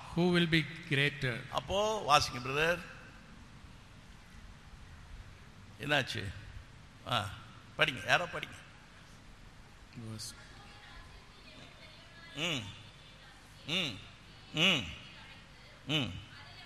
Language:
Tamil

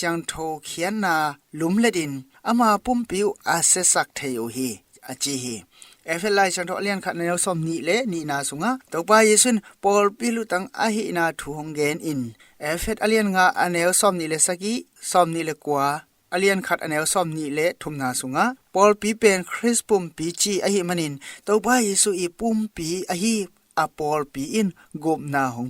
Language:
Tedim Chin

